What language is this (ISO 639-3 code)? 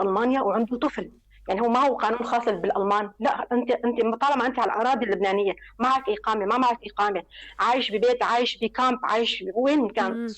apc